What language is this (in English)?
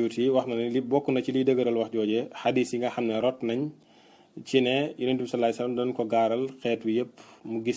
Wolof